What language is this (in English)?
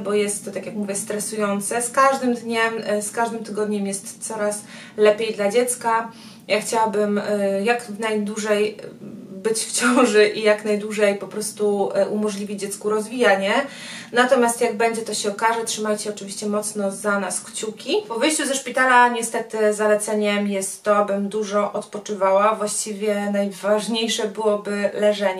Polish